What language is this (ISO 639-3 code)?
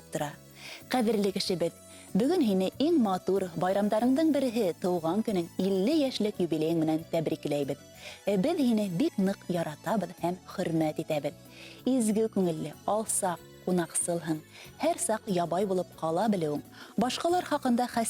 bak